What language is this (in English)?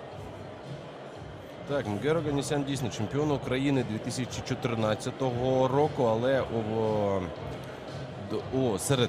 Ukrainian